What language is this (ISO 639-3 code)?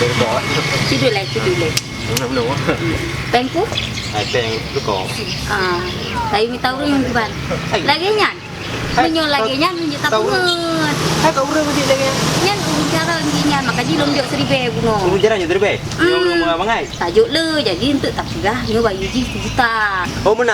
ace